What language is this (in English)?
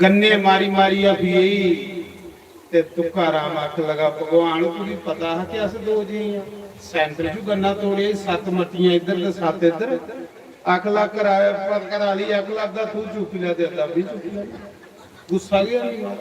Dogri